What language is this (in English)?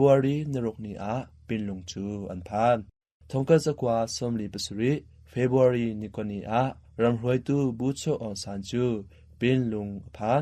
Hakha Chin